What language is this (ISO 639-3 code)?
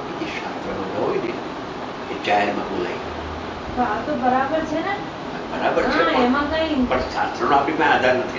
guj